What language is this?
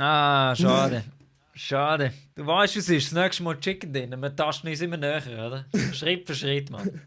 Swiss German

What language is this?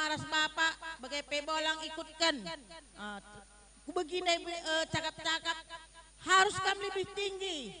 Batak Karo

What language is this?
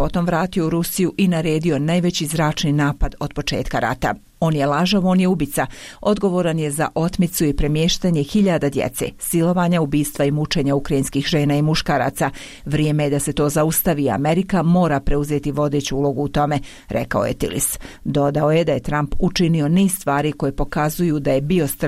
Bosnian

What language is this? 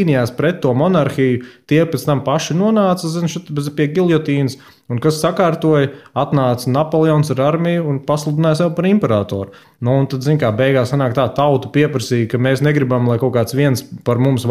Latvian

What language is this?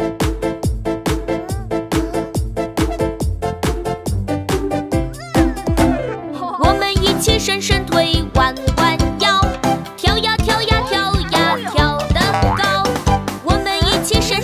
Chinese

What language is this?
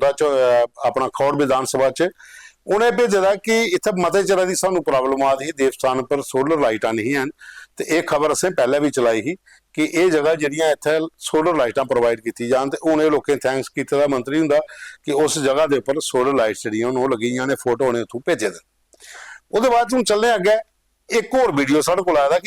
Dogri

